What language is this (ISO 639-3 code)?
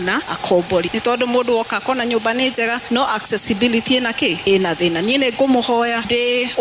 kik